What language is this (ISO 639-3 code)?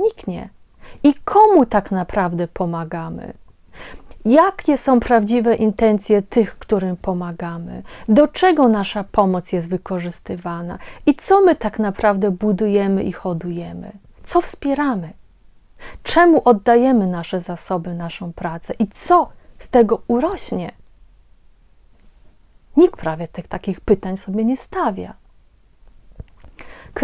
pol